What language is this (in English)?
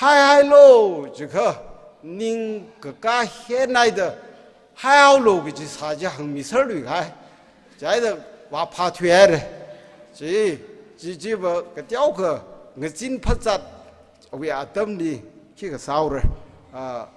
Tangkhul Naga (India)